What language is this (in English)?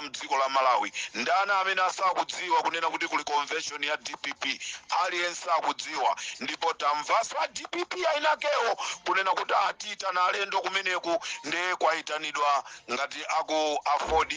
Nyanja